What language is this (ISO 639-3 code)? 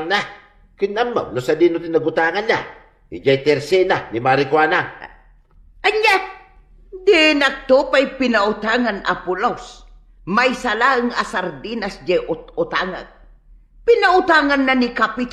ilo